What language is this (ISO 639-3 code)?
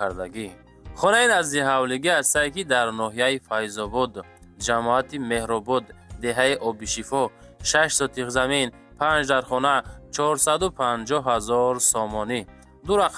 tgk